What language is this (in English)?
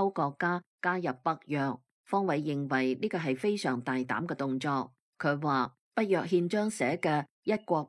Cantonese